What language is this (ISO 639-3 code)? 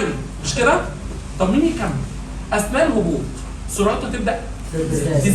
arz